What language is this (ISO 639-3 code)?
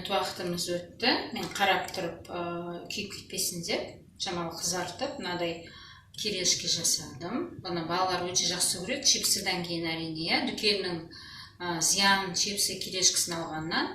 kaz